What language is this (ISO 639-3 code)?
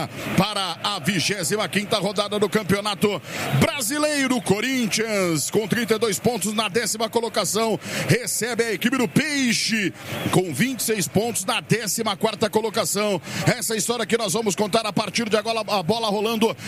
por